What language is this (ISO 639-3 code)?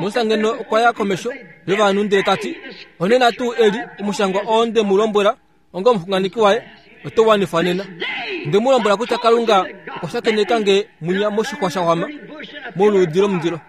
kua